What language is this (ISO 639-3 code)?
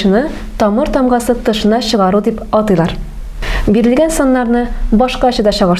tat